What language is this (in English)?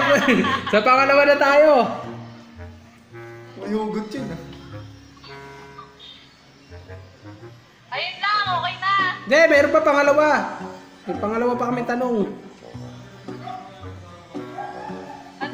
Filipino